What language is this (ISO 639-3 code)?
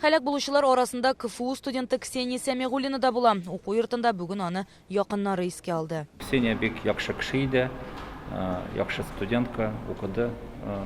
tat